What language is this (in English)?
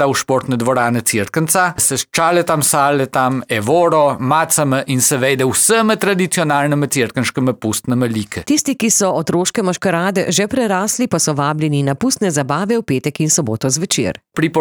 Slovenian